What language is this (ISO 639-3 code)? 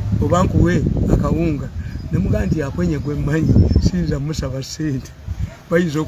lug